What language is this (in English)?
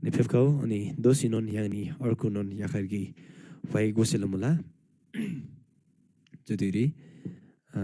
Eastern Tamang